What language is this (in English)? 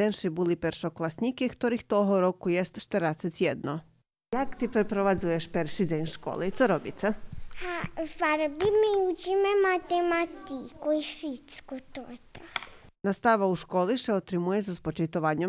Rusyn